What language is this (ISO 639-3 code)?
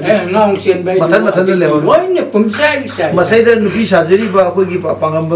mni